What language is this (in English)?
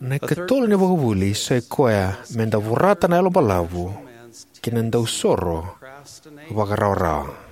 Fijian